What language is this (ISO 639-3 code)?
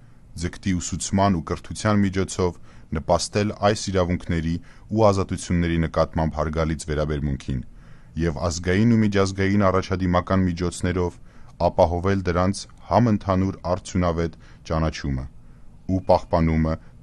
hye